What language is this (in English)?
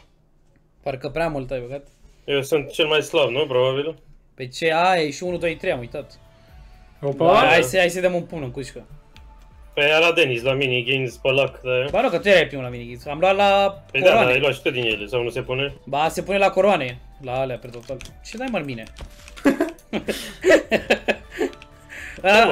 Romanian